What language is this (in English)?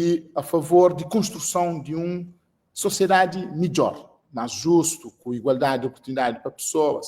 Kabuverdianu